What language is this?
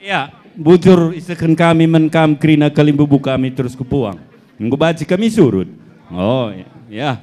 Batak Karo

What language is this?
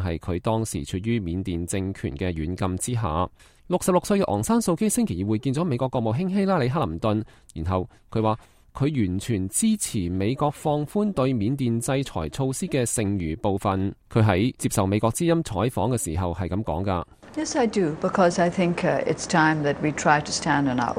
Cantonese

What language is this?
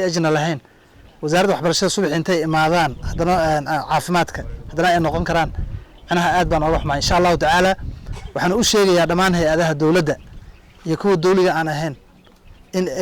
Somali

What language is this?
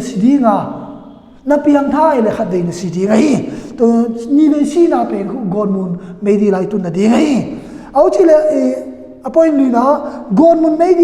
Tedim Chin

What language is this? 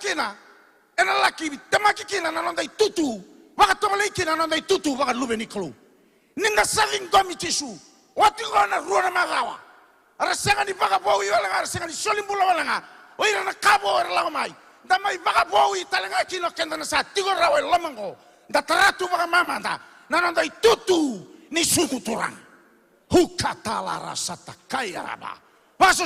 Fijian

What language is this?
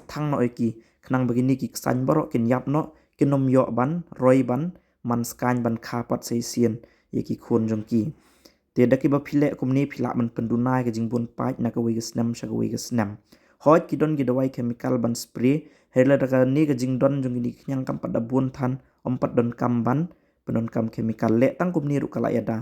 Khasi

